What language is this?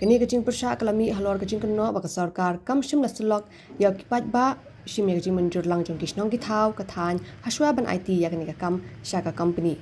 Khasi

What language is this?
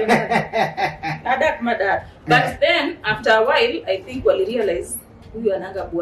Luo (Kenya and Tanzania)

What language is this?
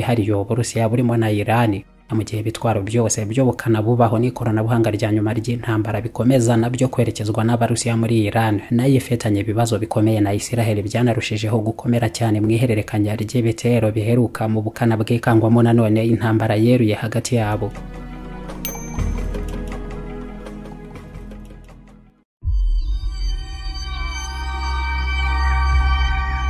Kinyarwanda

